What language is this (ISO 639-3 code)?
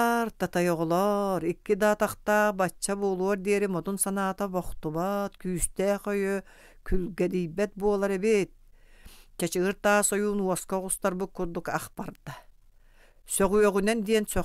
sah